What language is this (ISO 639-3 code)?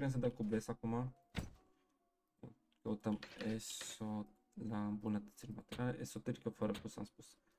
ron